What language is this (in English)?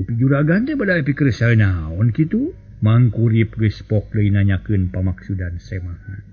Sundanese